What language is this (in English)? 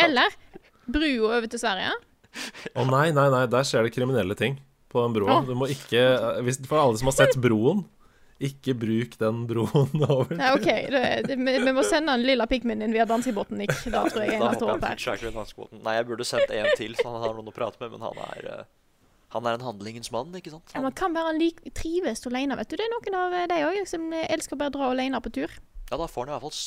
Norwegian